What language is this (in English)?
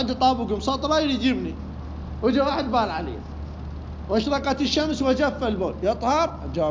Mesopotamian Arabic